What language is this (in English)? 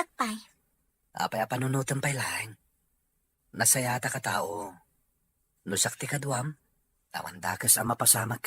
Iloko